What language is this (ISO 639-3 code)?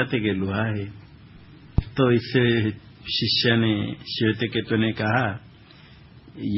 hin